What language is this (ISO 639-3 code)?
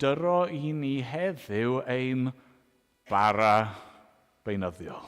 cym